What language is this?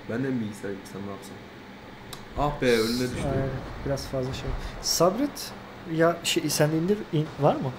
Turkish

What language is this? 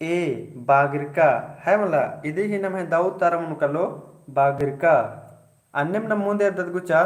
Kurukh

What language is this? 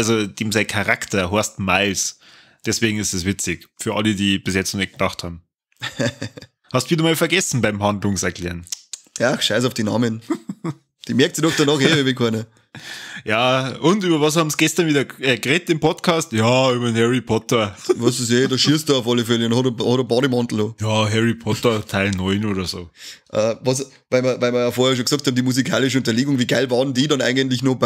Bavarian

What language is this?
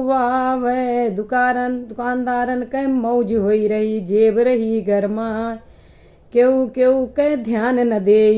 Awadhi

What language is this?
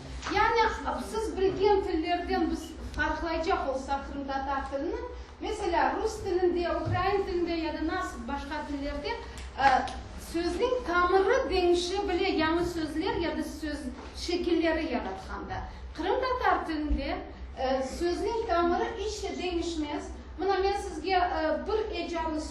Crimean Tatar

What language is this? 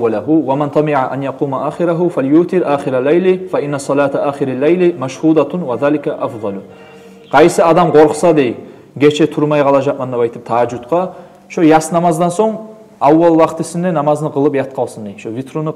Kumyk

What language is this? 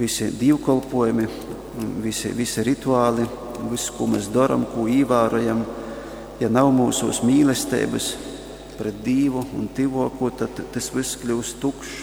Latgalian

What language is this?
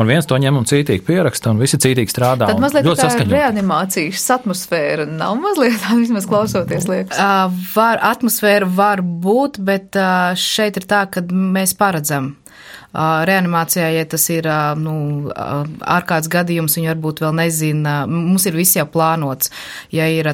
Latvian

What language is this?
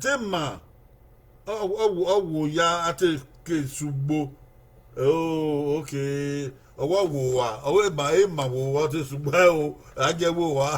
Bini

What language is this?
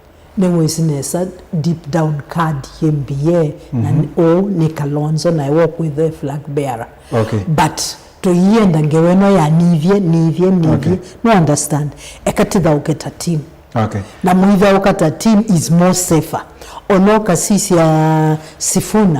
Kamba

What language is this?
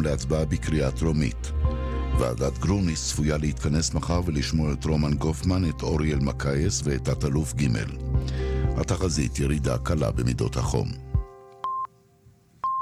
Hebrew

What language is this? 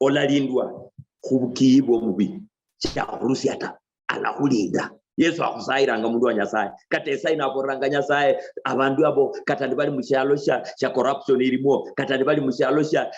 Luyia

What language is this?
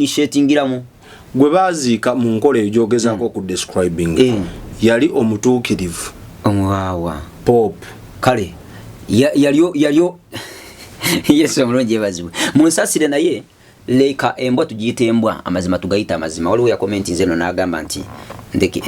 Ganda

